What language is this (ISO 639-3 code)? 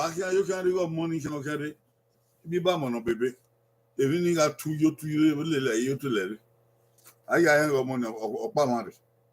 bin